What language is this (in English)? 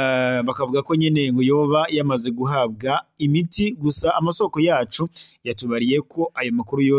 Rundi